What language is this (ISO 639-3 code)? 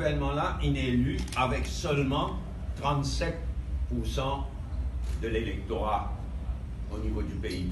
mfe